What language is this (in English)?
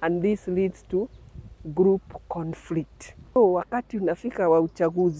Meru